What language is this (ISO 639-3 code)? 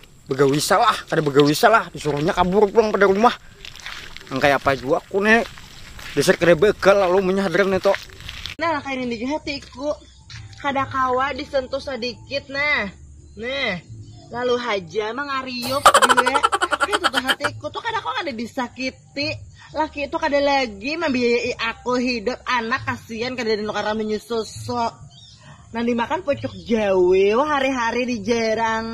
bjn